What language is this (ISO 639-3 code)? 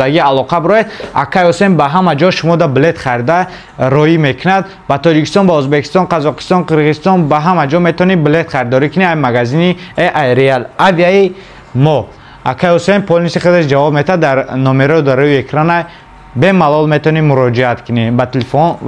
tgk